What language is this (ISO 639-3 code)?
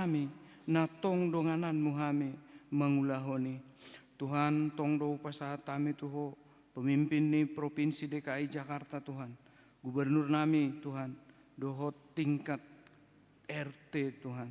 bbc